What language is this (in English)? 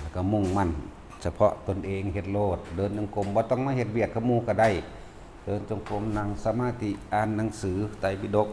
Northeastern Thai